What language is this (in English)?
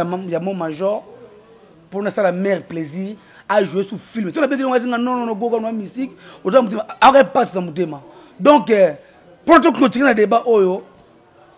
Lingala